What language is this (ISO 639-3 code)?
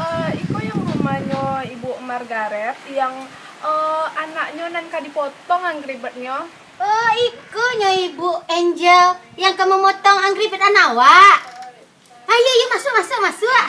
min